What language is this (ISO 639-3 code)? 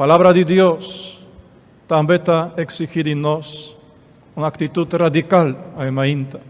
pap